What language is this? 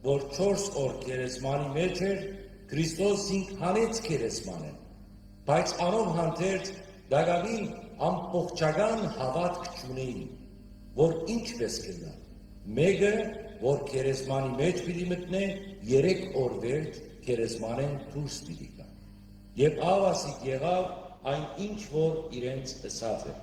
Western Armenian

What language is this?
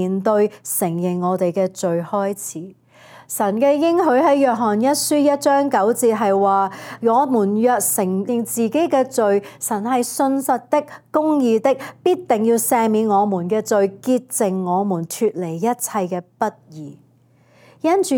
Cantonese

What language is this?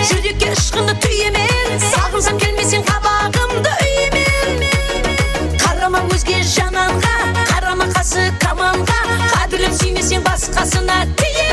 Kara-Kalpak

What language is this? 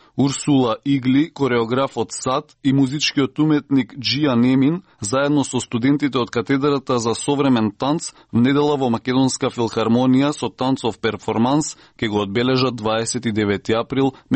Macedonian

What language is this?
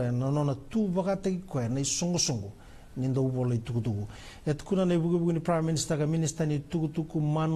Fijian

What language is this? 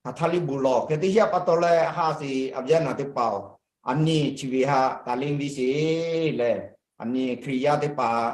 Lahu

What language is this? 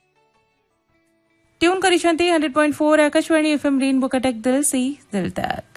Odia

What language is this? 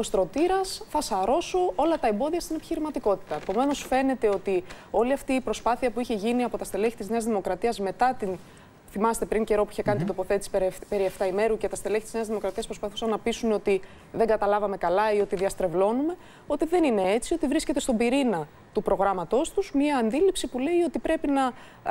Greek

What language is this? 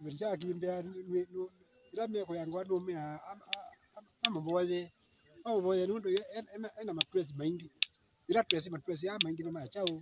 Kamba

